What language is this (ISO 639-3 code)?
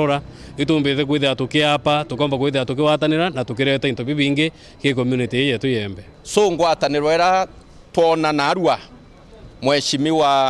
mer